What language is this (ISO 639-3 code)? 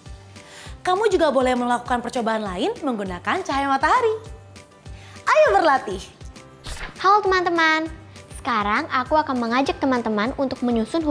ind